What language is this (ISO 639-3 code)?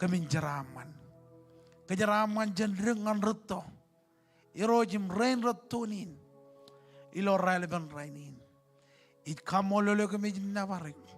mah